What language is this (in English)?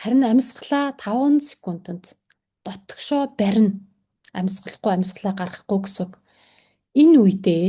Mongolian